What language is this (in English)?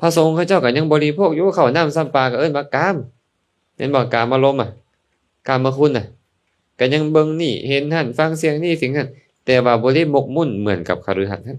Lao